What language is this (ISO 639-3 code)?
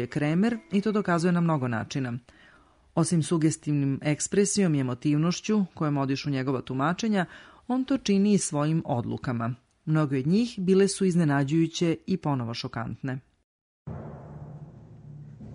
srp